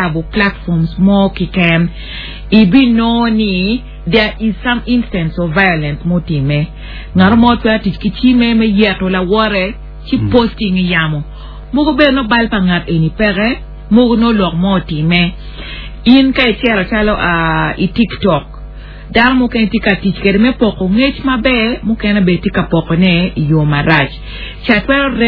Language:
Acoli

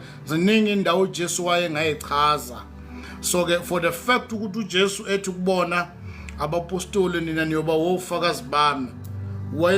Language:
Zulu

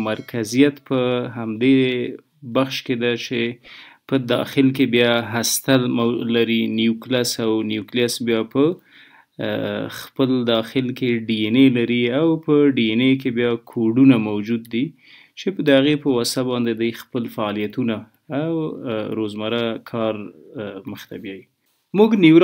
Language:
Pashto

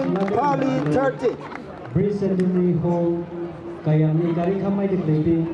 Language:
Tangkhul Naga (India)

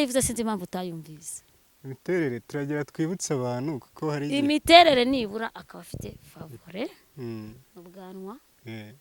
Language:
Kinyarwanda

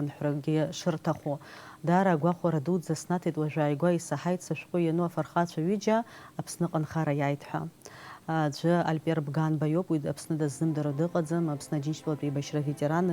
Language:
Abkhazian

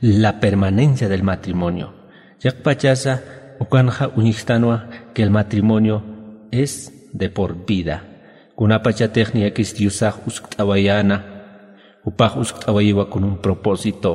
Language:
Aymara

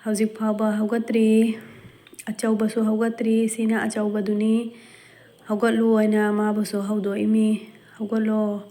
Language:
Manipuri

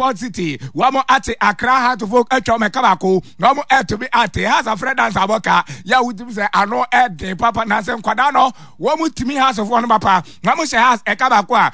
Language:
Akan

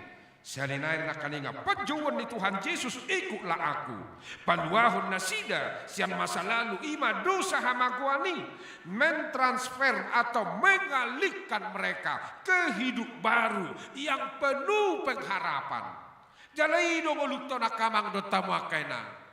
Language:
Batak Toba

